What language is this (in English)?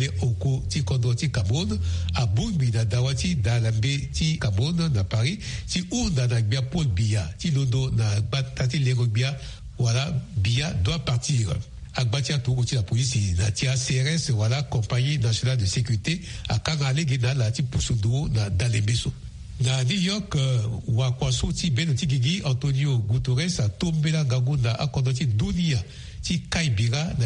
Sango